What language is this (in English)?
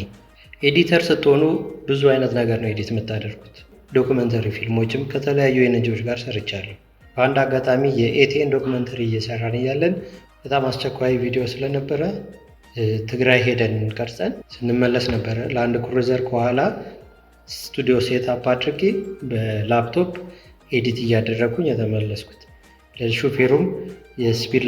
Amharic